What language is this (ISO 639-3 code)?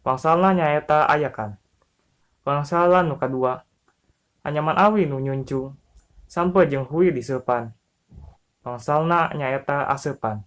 sun